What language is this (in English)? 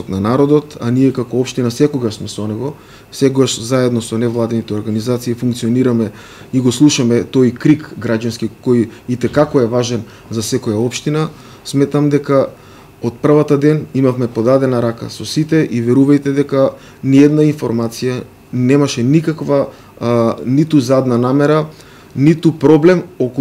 Macedonian